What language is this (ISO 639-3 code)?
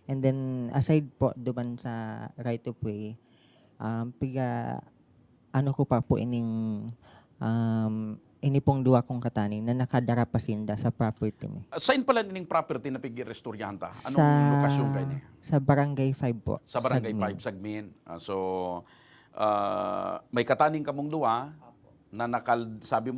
bik